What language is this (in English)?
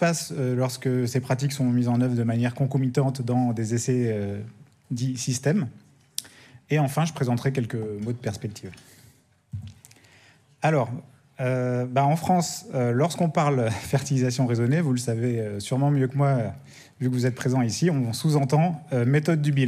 French